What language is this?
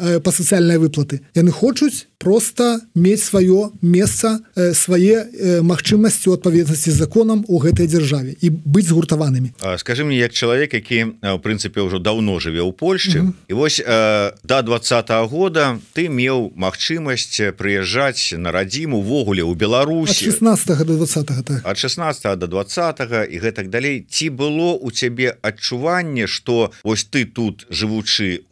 Belarusian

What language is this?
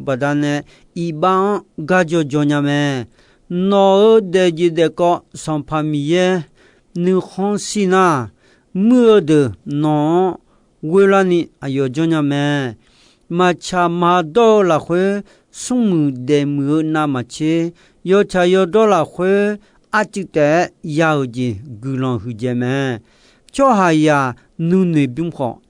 Akha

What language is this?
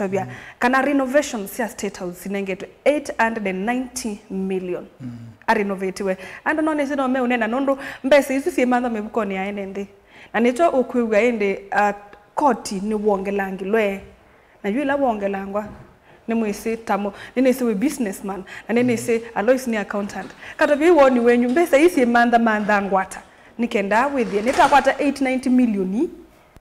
Kamba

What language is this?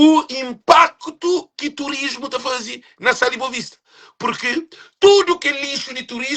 Kabuverdianu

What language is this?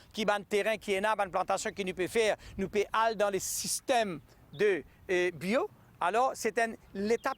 Morisyen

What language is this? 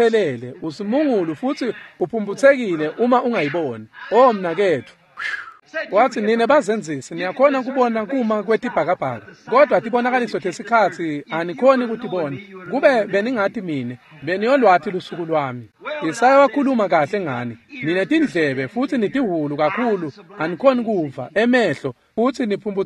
Swati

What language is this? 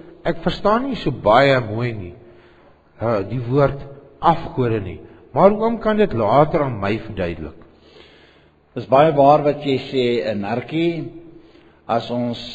Afrikaans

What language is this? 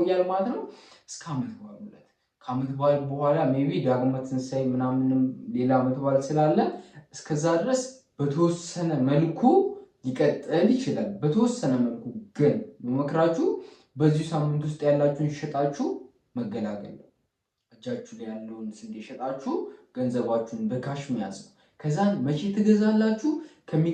Amharic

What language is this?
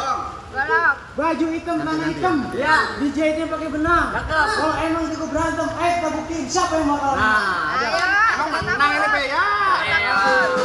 Betawi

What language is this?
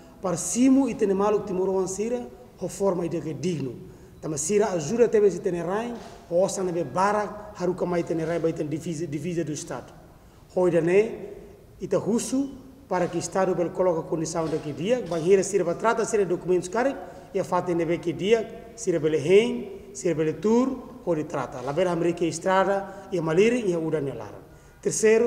Tetum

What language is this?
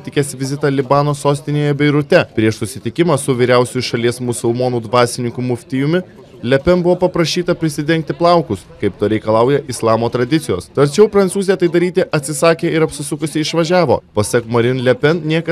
Lithuanian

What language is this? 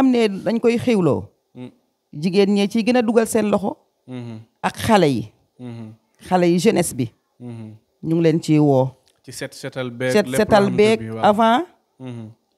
Wolof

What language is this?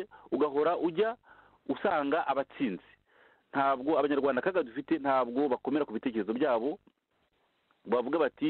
Kinyarwanda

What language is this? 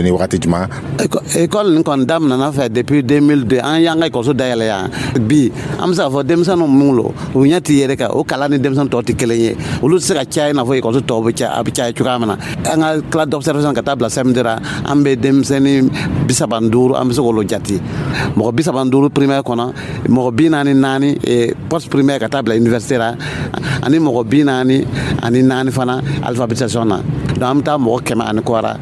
Dyula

